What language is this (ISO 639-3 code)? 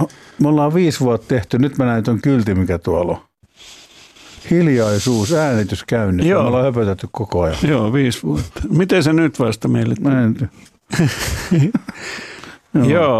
fin